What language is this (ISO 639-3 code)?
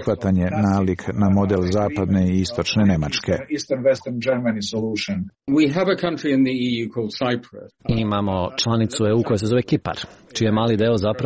srp